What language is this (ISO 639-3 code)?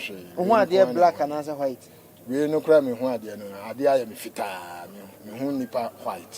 aka